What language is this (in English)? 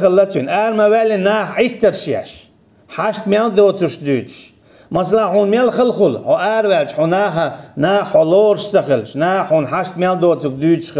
Chechen